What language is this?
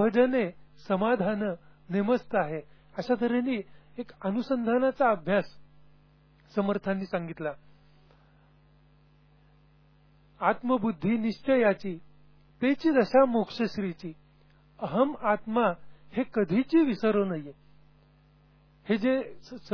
Marathi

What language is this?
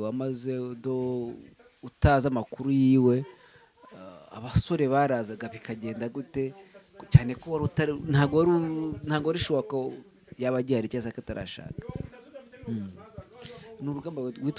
Kinyarwanda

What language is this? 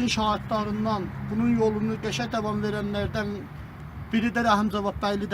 South Azerbaijani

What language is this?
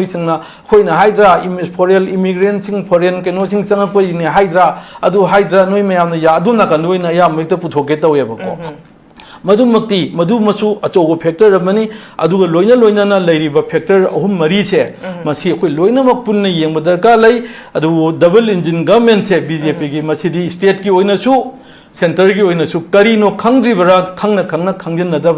Manipuri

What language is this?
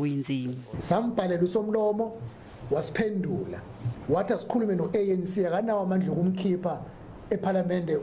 Zulu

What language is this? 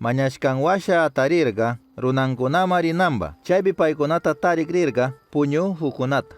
Chimborazo Highland Quichua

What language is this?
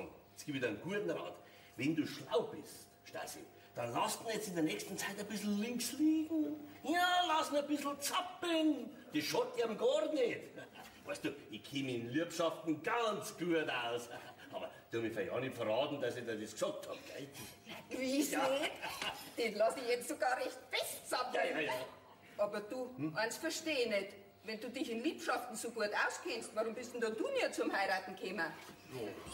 Bavarian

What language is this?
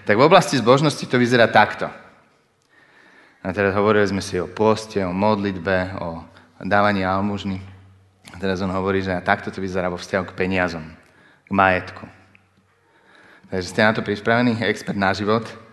Slovak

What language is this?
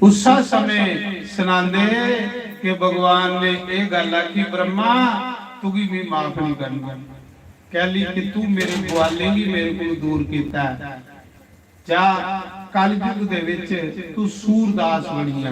Dogri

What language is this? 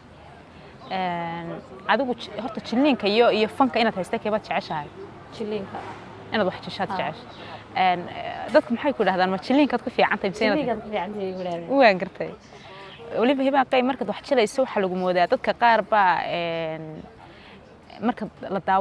Somali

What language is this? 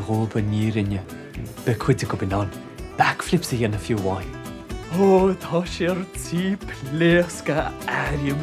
Irish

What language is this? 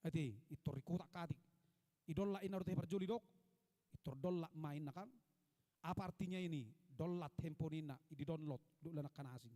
Batak Toba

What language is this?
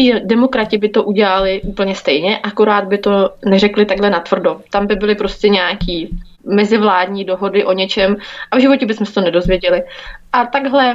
Czech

